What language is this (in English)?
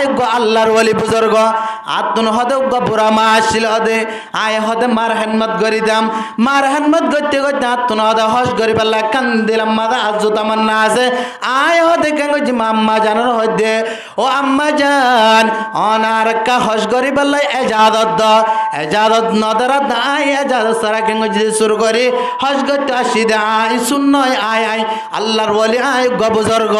Rohingya